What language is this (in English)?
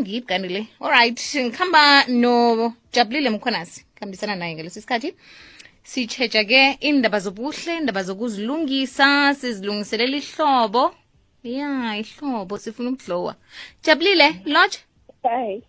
South Ndebele